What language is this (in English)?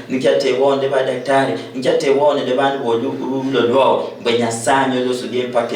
Luyia